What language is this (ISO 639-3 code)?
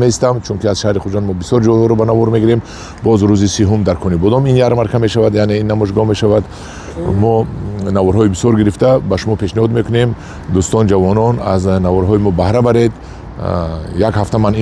tgk